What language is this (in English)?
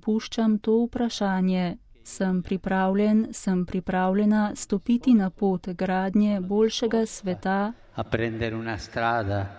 Slovenian